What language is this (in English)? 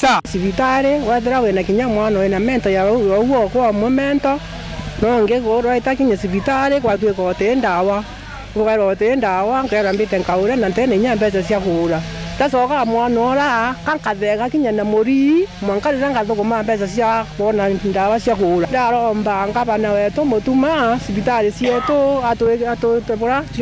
Meru